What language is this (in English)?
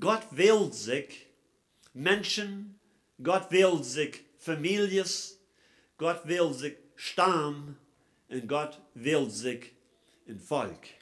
Plautdietsch